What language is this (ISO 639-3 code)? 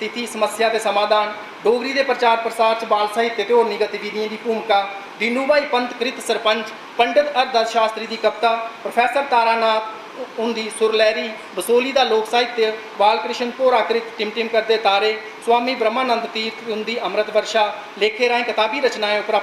doi